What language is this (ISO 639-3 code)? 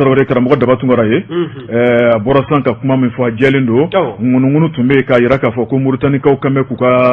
bam